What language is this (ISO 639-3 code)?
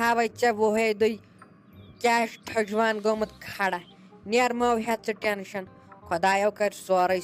kas